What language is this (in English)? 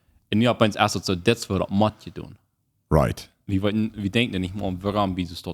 Plautdietsch